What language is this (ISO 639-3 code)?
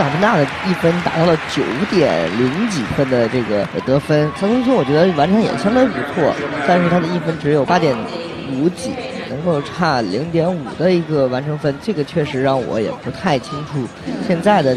zho